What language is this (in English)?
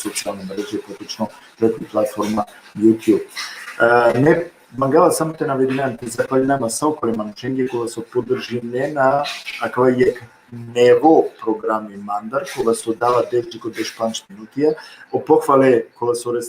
Balkan Romani